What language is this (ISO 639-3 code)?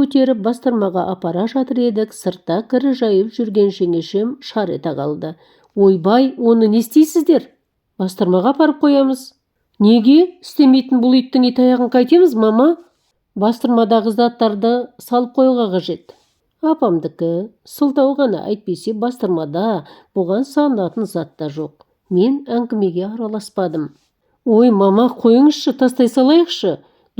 kaz